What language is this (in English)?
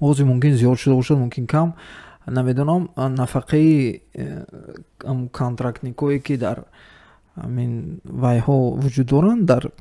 Tajik